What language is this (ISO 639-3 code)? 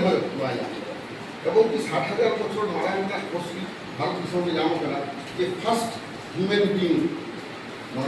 sat